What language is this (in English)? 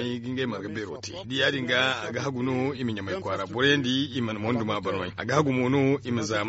Zarma